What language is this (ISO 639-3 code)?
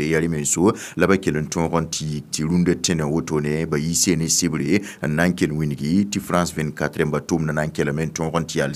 mos